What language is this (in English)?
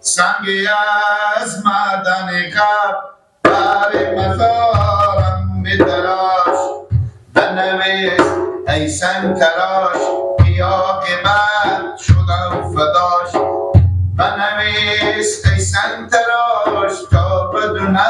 Persian